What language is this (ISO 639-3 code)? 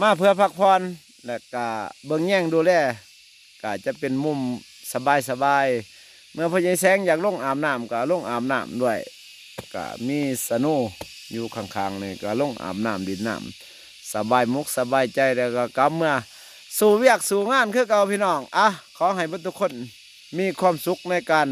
lao